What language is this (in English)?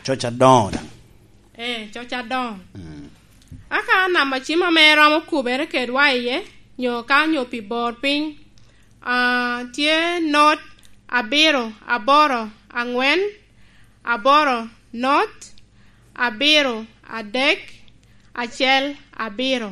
Lango (Uganda)